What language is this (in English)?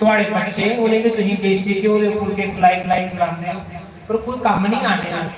Dogri